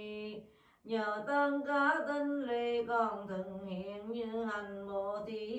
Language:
Vietnamese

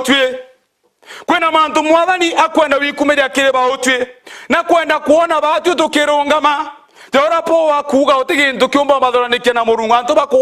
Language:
Meru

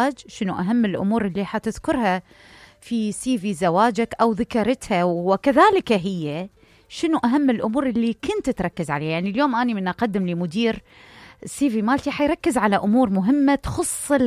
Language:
Mesopotamian Arabic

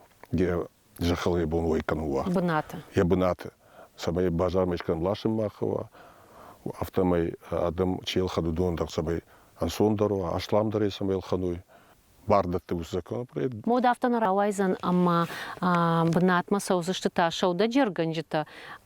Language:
Ossetic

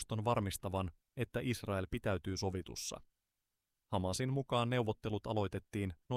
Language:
Finnish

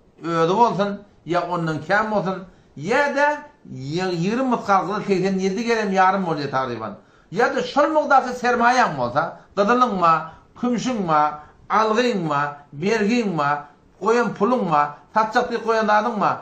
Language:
Turkmen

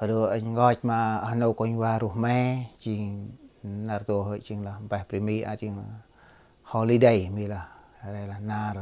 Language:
Central Mnong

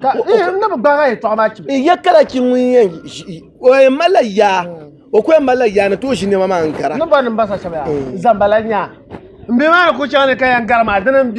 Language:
Dagbani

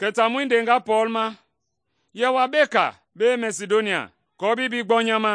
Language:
Mende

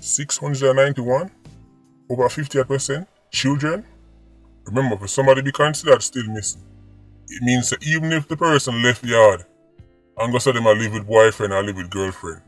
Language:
Jamaican Creole English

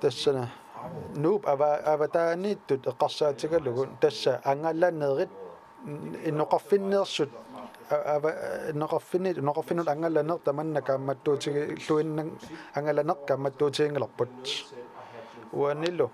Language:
Kalaallisut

